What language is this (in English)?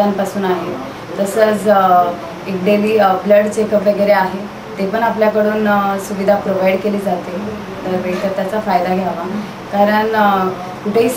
Marathi